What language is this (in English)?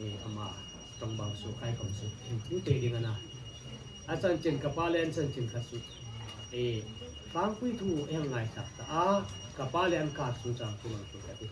Hmar